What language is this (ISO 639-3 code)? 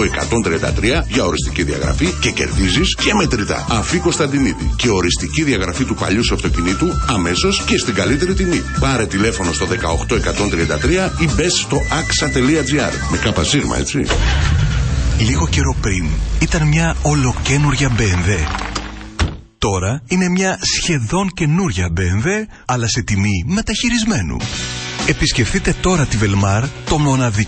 ell